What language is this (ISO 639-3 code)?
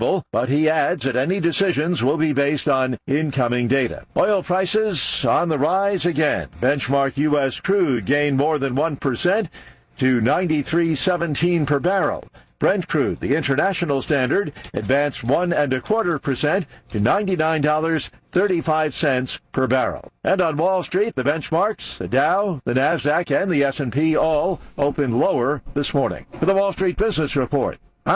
eng